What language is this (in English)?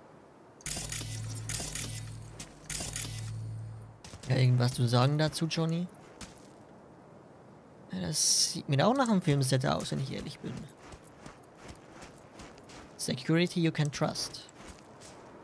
German